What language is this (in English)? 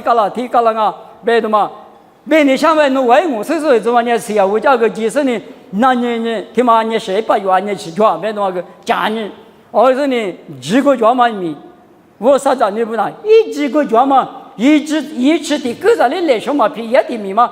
Lisu